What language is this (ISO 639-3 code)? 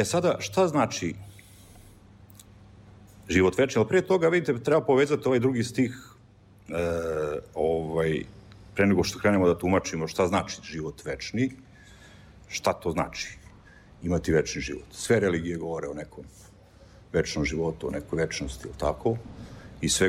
srp